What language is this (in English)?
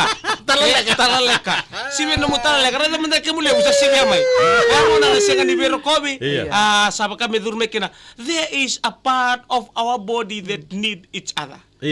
Fijian